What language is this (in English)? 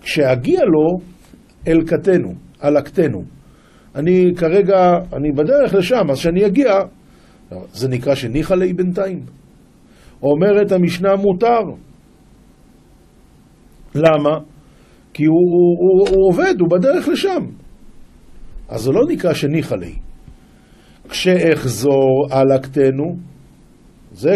Hebrew